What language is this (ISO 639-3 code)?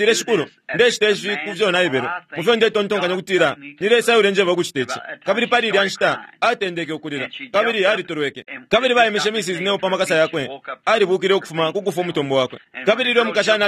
bem